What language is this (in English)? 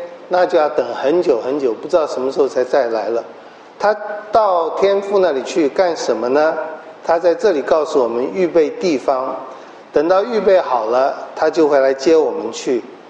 Chinese